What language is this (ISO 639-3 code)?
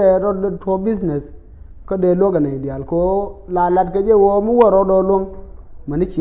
nus